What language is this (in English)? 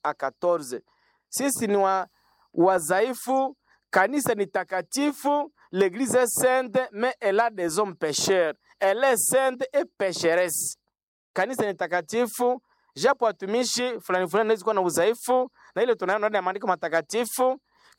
Swahili